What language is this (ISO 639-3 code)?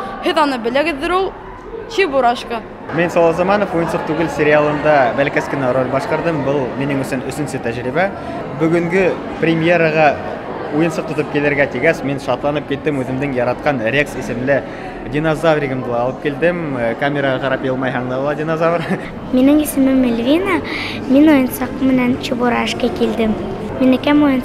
bak